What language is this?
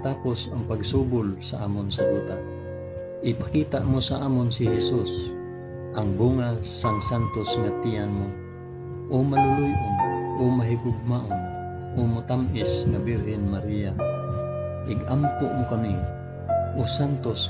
Hiligaynon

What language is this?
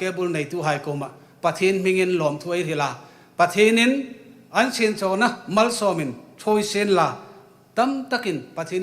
Hmar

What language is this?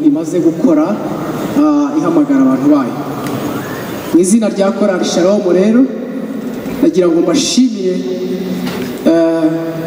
Kinyarwanda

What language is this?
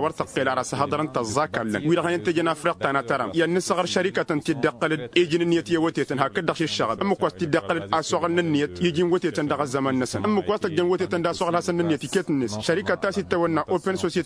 Tamasheq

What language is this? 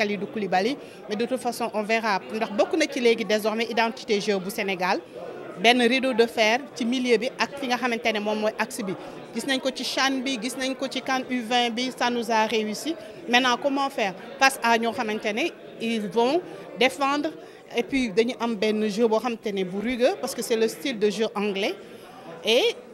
Wolof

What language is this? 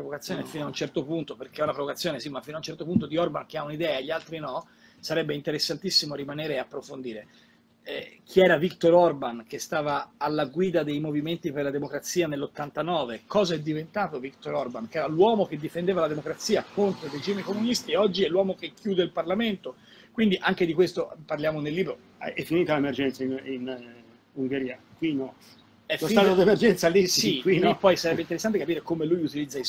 Italian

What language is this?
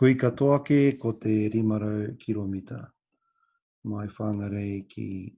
Māori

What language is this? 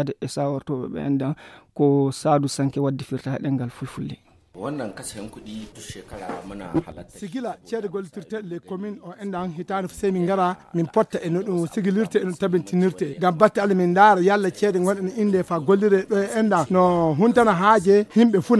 Fula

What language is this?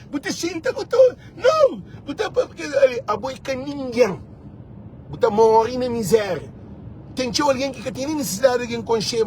Kabuverdianu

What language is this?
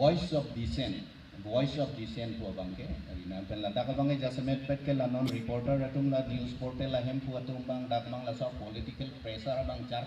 Karbi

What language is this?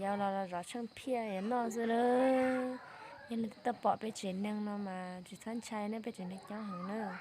Hmong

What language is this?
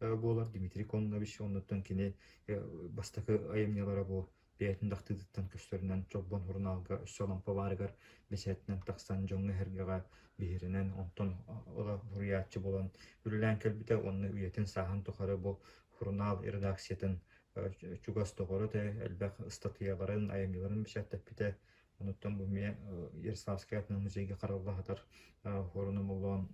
Yakut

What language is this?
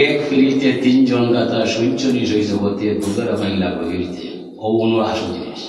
Sylheti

